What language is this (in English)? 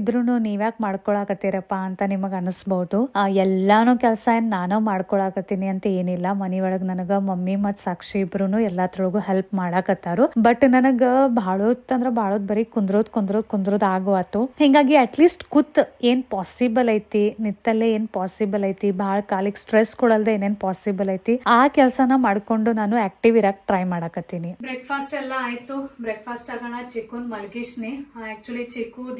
Kannada